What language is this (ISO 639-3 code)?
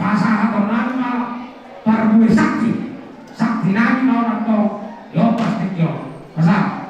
bbc